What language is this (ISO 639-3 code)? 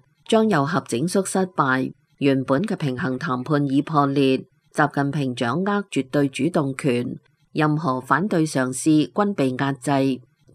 yue